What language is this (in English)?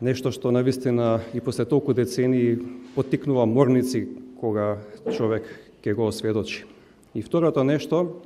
Macedonian